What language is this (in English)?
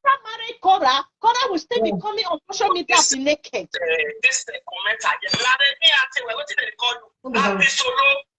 Nigerian Pidgin